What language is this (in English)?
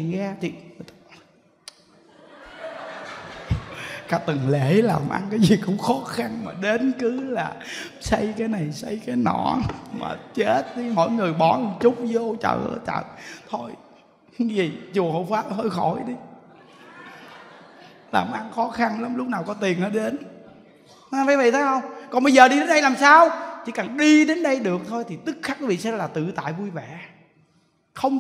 Vietnamese